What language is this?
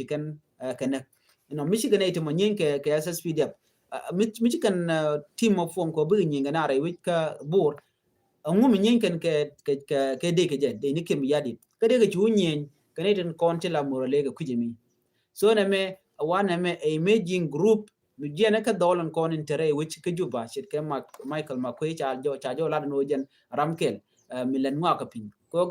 Nuer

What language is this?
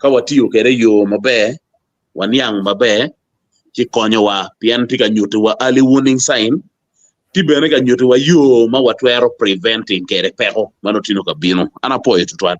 Acoli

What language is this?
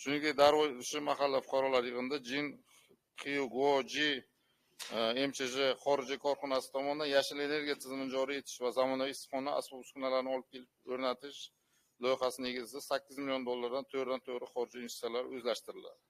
Uzbek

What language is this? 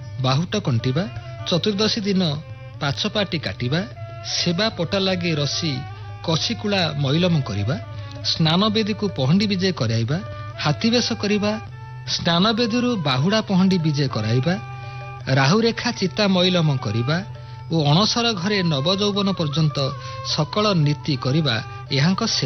Odia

